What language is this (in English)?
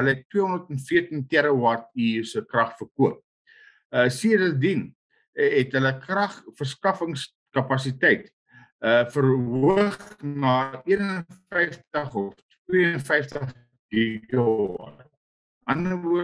Afrikaans